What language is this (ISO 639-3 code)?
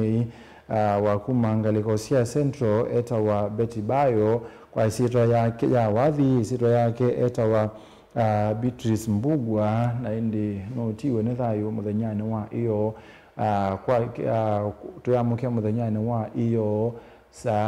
kam